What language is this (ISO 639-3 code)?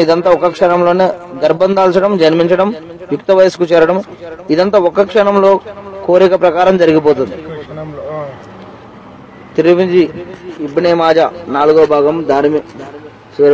tel